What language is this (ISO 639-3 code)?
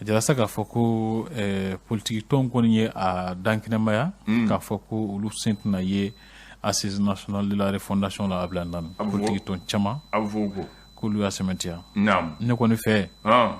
bam